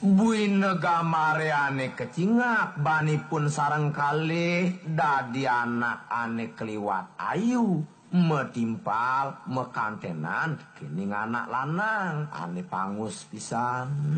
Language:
Balinese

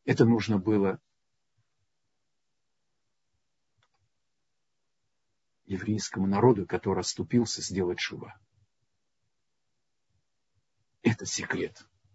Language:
Russian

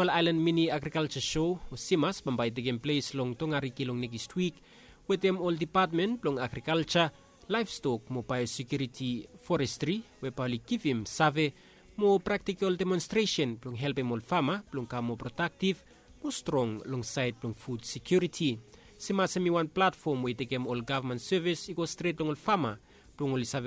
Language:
Bislama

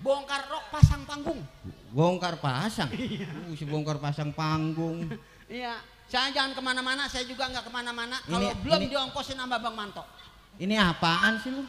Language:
Betawi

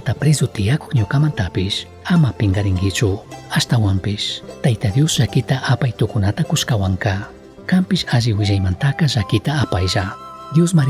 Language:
Chimborazo Highland Quichua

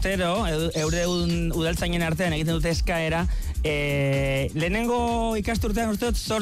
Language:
Basque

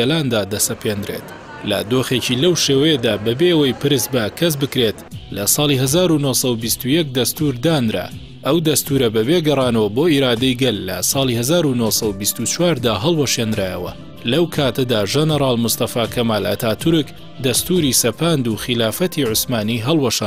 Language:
Central Kurdish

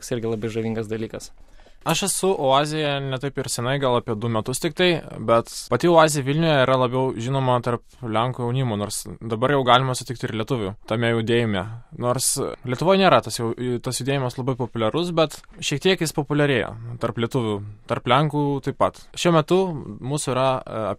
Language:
Lithuanian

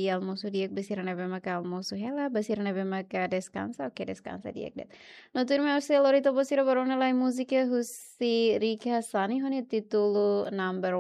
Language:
Tetum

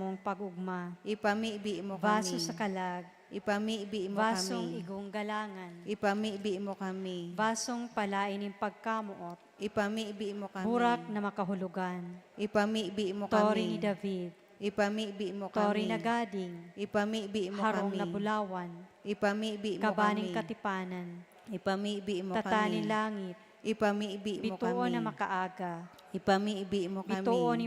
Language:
Bikol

